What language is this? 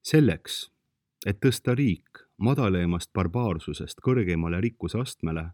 Estonian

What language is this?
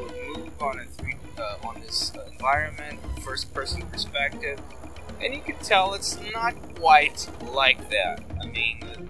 English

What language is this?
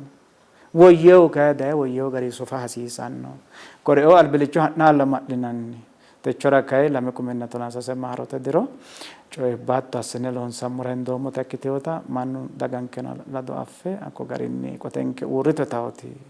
Sidamo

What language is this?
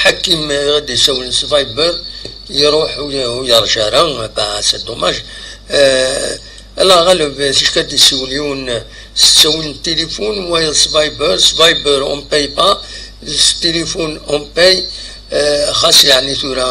Kabyle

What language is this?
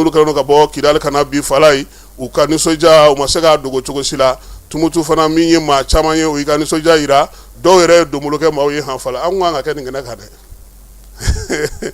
Bambara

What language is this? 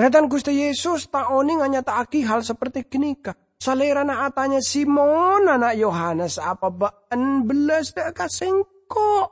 Madurese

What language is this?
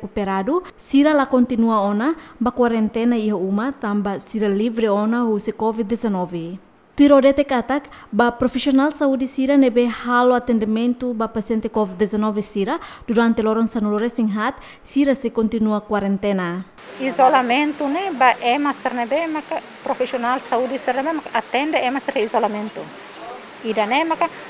Tetum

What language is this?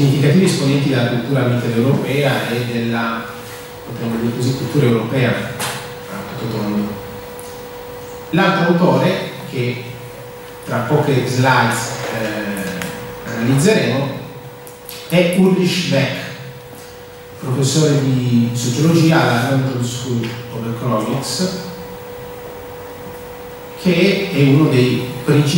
Italian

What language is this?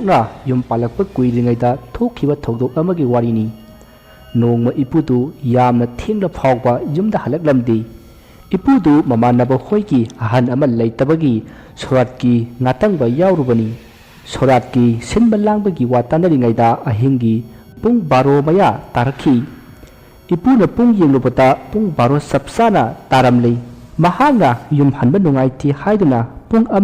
Manipuri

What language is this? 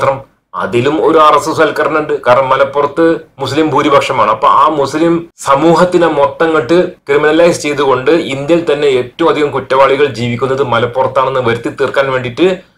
Malayalam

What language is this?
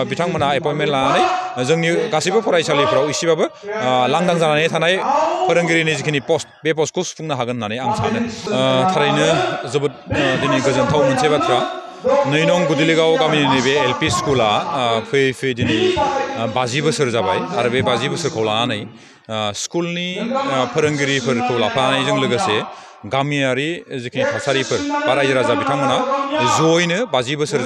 Bodo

